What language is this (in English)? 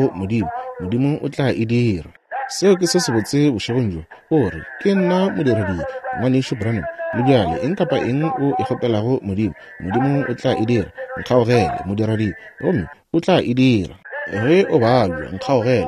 Northern Sotho